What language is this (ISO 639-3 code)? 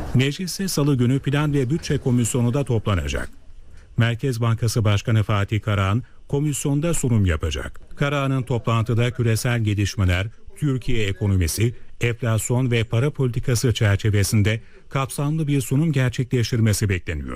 tur